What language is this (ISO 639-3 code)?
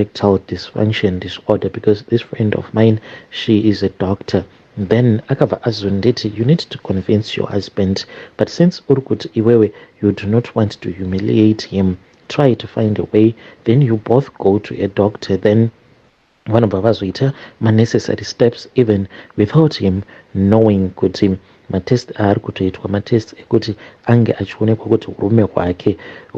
sna